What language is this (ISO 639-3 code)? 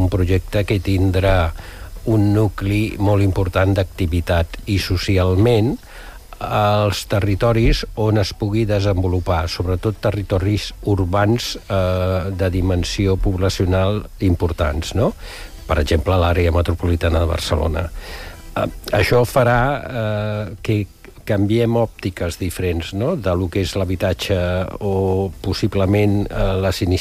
cat